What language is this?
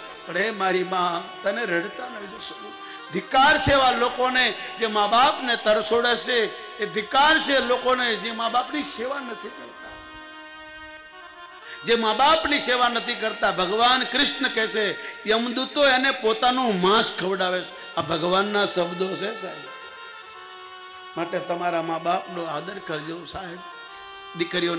Gujarati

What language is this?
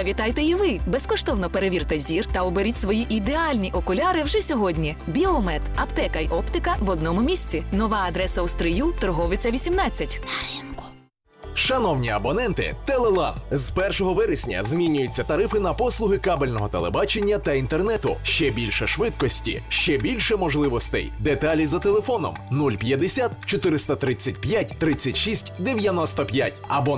Ukrainian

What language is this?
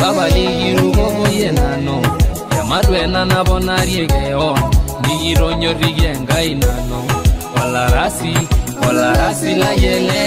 Masai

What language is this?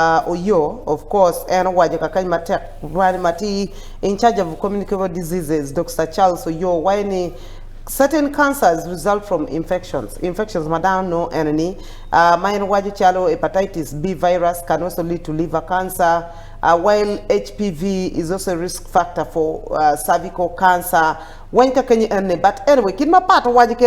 Acoli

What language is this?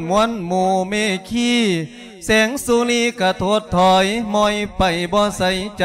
Lao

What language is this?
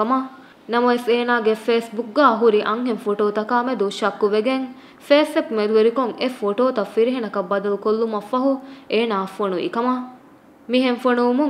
Divehi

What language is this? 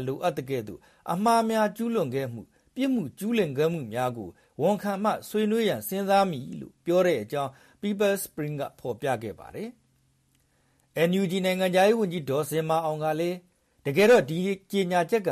Burmese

